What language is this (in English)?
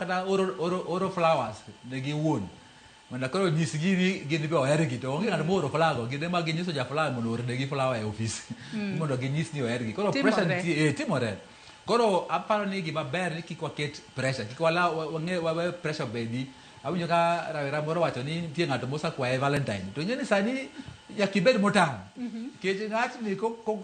Luo (Kenya and Tanzania)